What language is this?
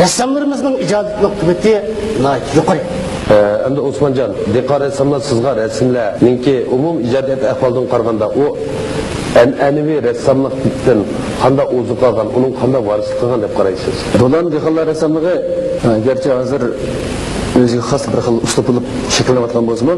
Uyghur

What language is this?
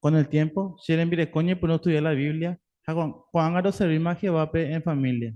Guarani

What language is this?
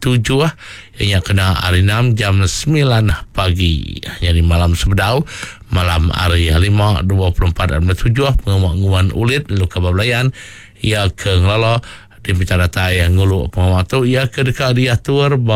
Iban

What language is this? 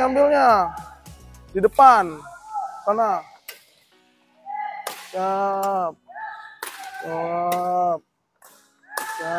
Indonesian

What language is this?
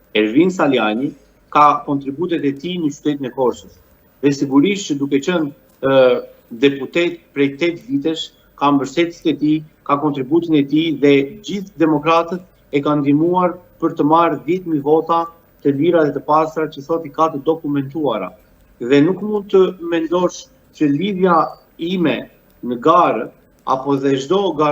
Albanian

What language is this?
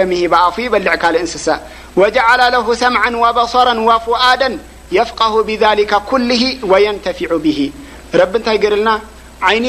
Tigrinya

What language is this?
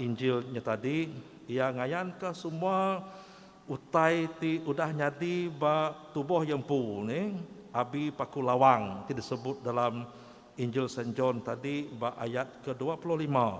Iban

